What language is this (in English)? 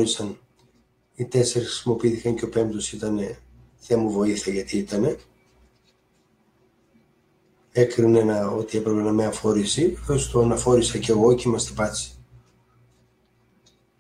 Greek